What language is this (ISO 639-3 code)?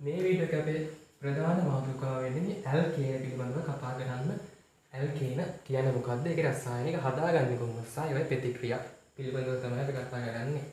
sin